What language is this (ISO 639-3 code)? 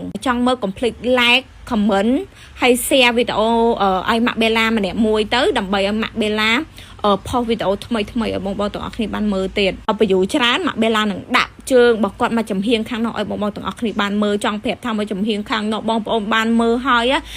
khm